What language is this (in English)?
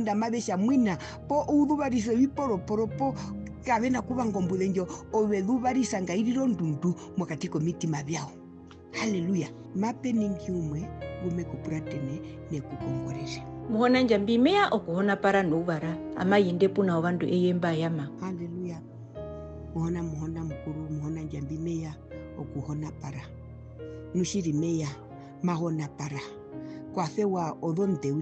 Herero